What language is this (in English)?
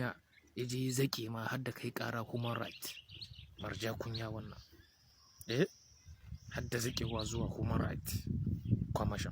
Hausa